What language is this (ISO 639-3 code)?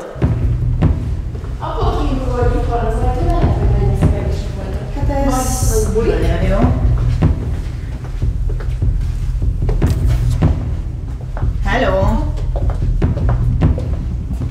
hun